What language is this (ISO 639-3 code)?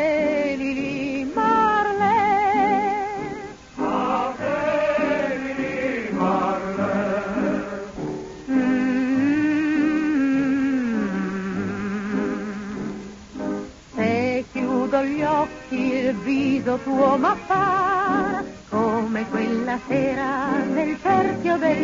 ita